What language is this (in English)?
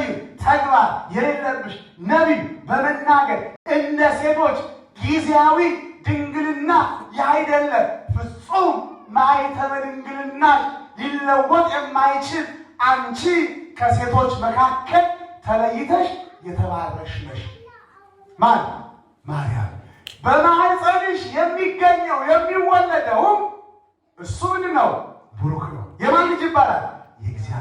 Amharic